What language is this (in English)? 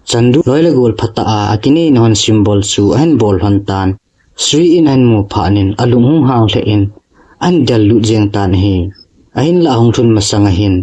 Thado Chin